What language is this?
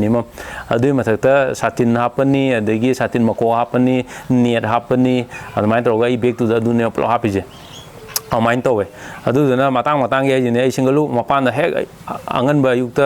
Manipuri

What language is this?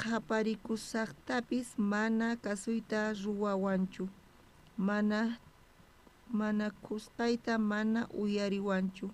South Bolivian Quechua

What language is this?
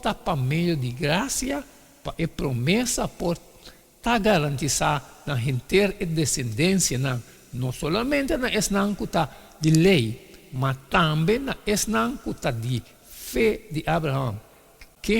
Papiamento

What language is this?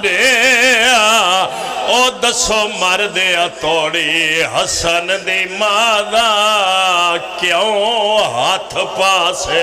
Pahari-Potwari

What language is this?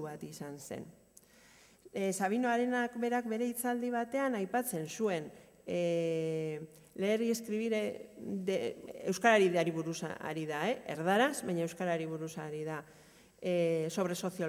Basque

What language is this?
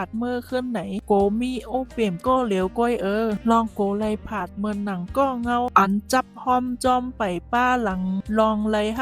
Shan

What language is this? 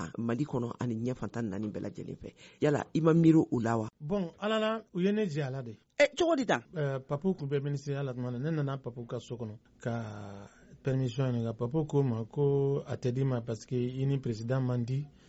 Bambara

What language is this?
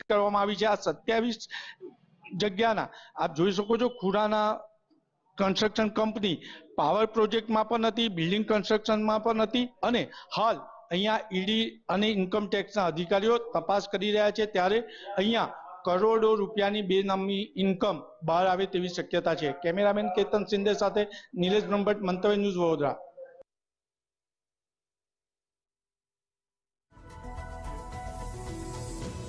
Gujarati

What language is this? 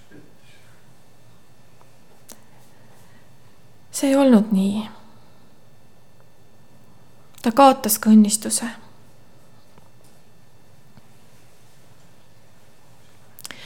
Estonian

